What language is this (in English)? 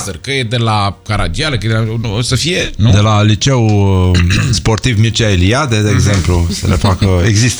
Romanian